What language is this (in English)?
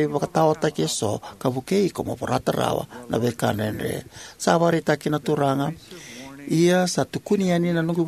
Fijian